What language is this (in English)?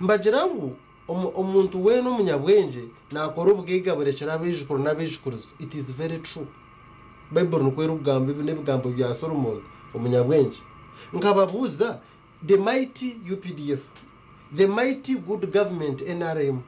Nyankole